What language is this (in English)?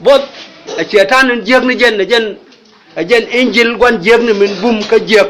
Nuer